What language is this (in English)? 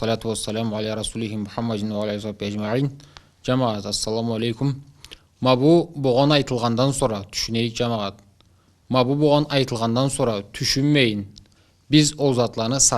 Karachay-Balkar